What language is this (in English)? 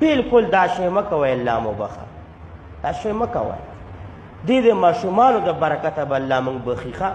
Pashto